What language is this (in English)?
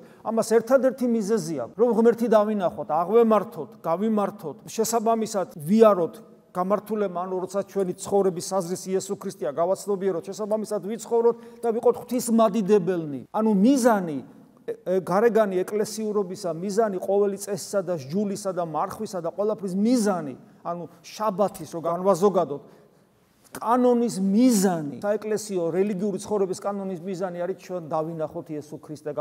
Georgian